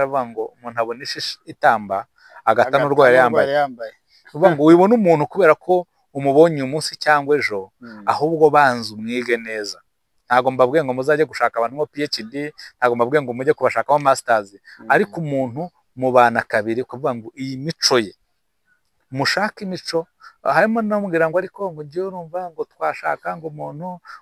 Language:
Kinyarwanda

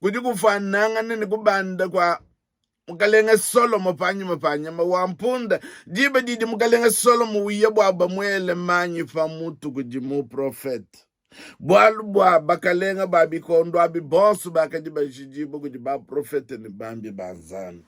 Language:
Luba-Lulua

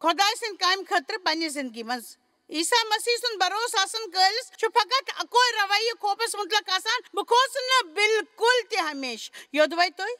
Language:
Kashmiri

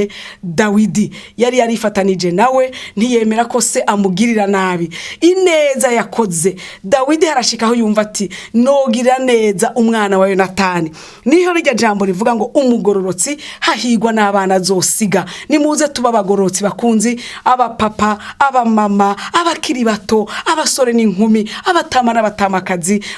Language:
Rundi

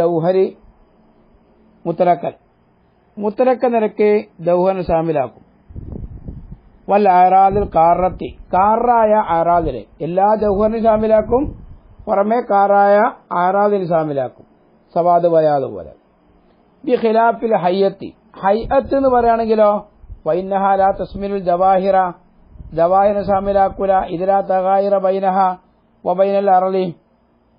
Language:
Malayalam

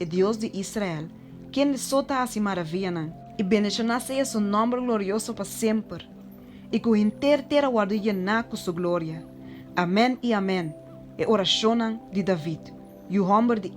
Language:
Papiamento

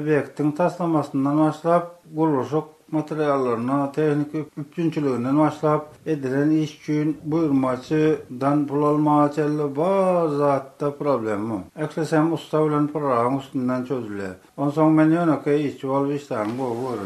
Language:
Turkmen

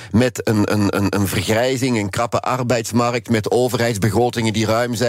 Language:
Dutch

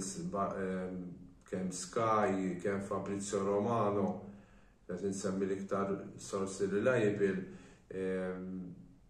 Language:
Maltese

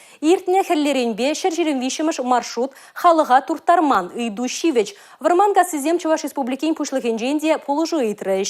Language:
Chuvash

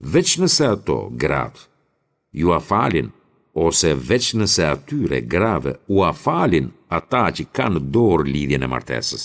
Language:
Albanian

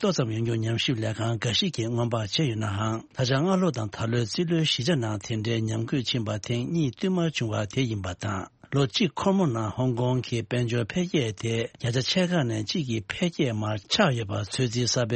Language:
Tibetan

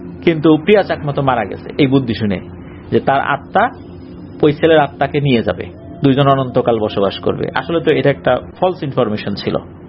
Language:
Bangla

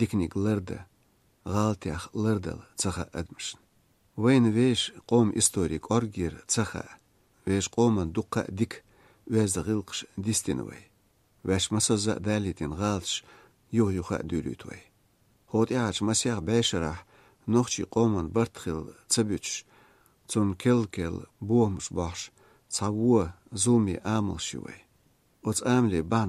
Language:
Chechen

